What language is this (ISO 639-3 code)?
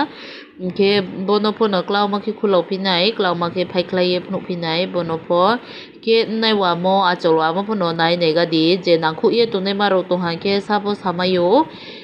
trp